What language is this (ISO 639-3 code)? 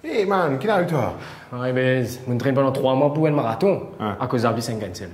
mfe